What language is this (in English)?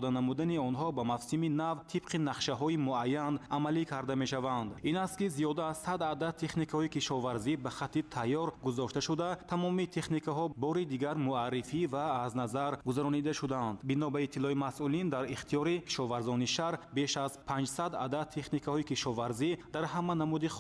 Tajik